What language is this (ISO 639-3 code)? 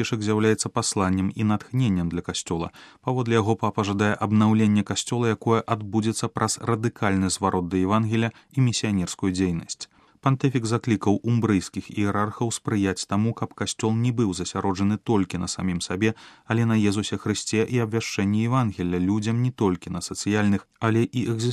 bel